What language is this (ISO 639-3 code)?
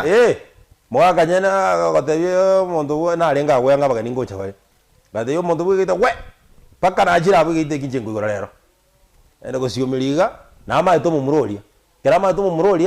guz